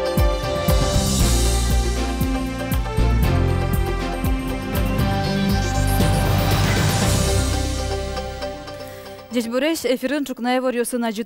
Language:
Udmurt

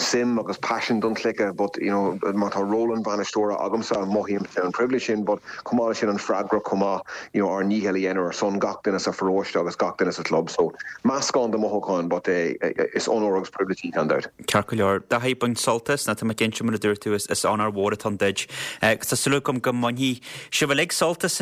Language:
Irish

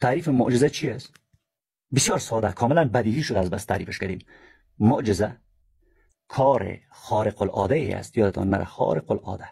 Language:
Persian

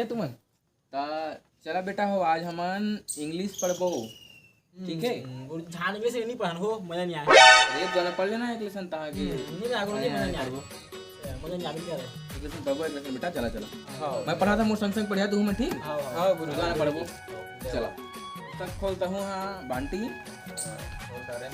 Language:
Chhattisgarhi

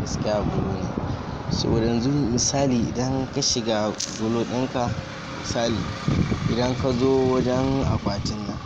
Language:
Hausa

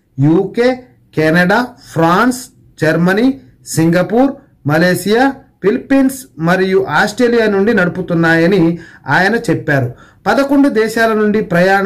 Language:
Telugu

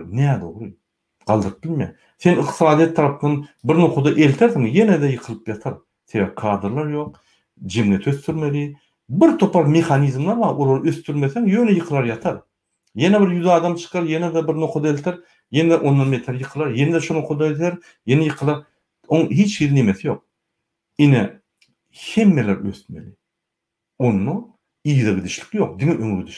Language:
Turkmen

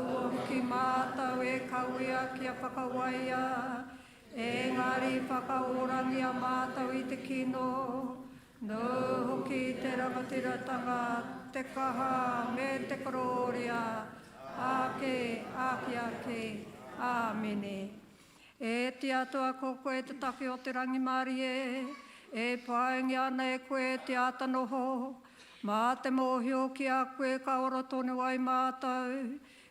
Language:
Māori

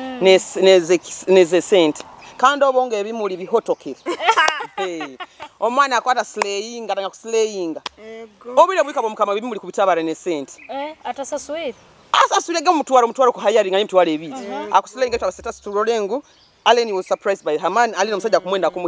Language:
Nyoro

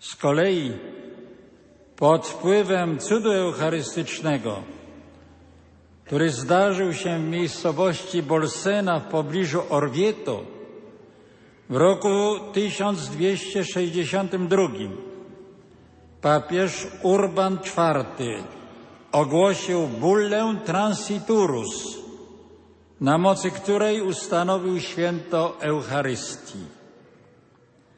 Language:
Polish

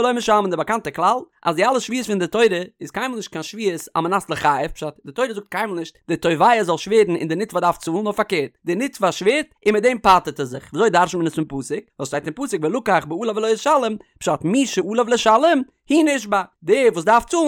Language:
Yiddish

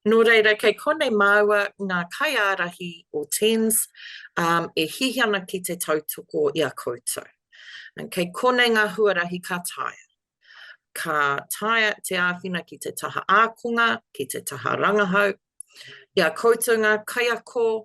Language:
Māori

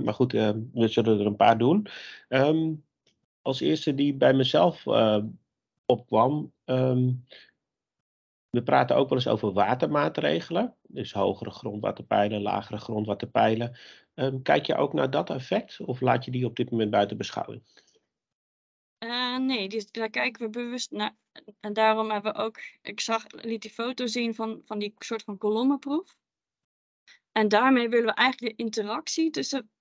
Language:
Dutch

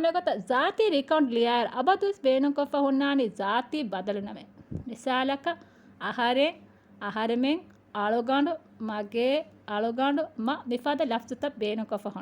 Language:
Divehi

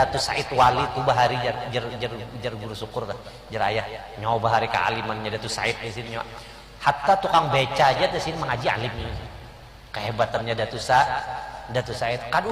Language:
Banjar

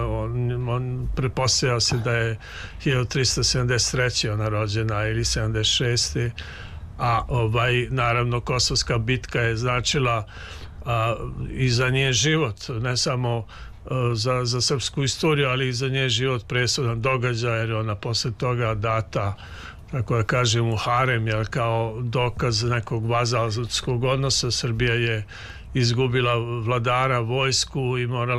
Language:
Serbian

